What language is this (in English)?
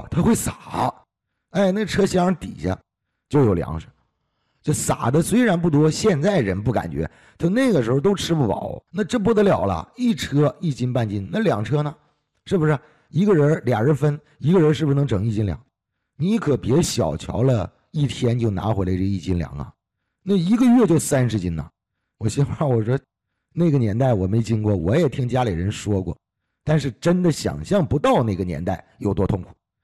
Chinese